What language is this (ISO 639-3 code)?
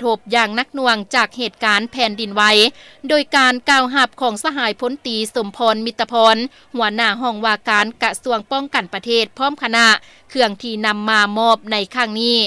lao